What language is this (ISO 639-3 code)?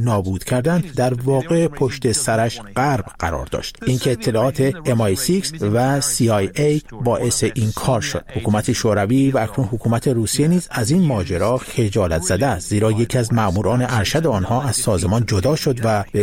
fas